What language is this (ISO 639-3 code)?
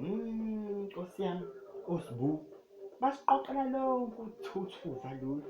zul